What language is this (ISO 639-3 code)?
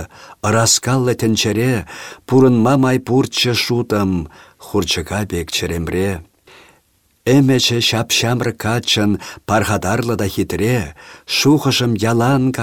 chv